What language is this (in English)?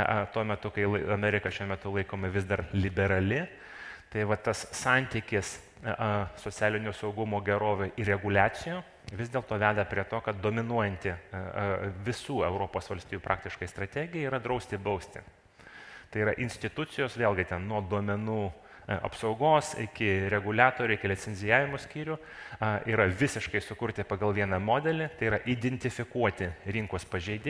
Lithuanian